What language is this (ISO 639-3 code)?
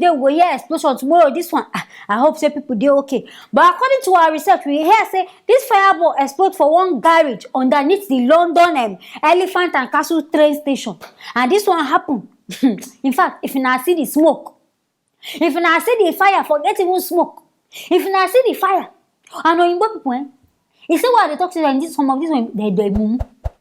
pcm